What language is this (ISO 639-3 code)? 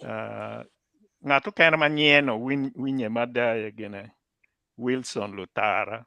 ach